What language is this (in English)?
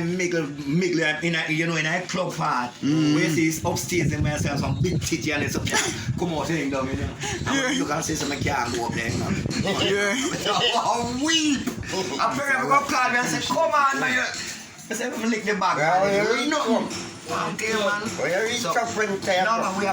Jamaican Creole English